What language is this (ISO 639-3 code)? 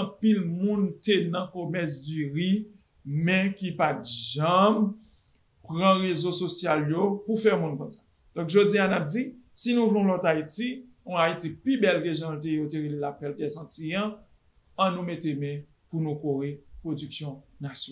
hat